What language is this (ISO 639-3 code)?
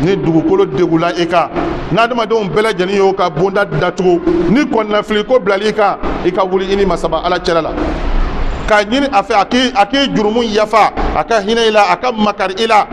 bam